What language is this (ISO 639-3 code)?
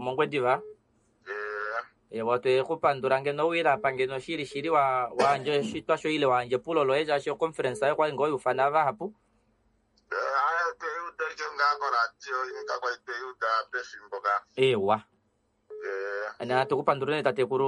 kua